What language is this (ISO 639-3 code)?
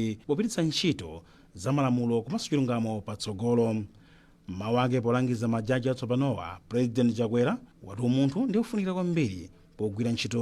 nya